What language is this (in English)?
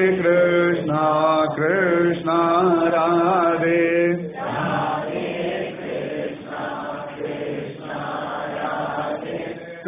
Tamil